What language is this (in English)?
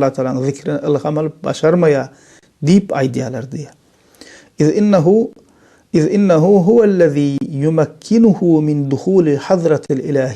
Turkmen